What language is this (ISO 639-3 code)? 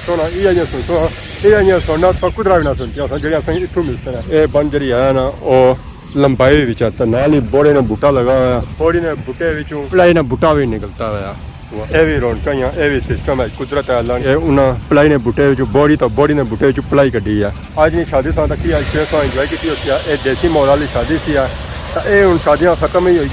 phr